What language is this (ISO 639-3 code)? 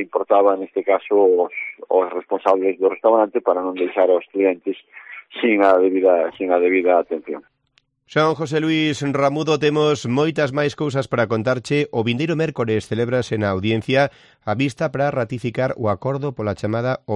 glg